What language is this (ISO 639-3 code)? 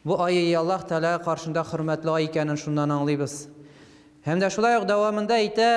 tat